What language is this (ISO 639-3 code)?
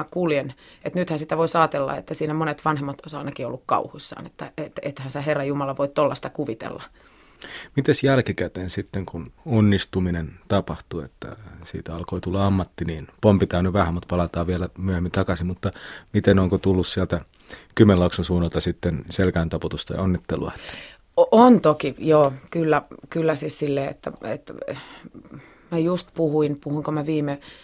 fin